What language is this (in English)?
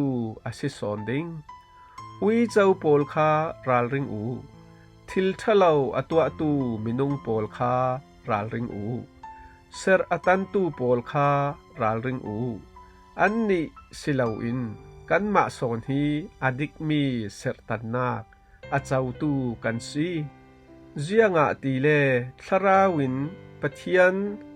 Falam Chin